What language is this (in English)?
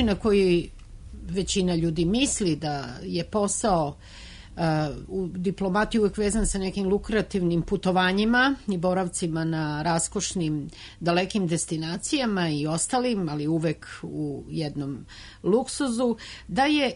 Serbian